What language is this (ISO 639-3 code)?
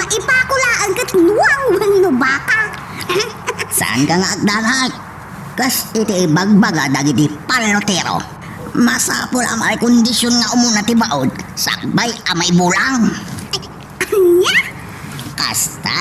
ilo